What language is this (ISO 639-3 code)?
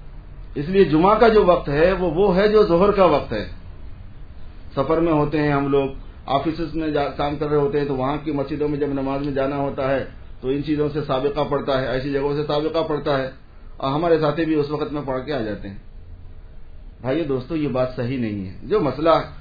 urd